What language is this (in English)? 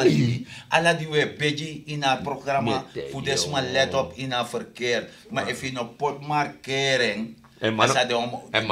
Sranan Tongo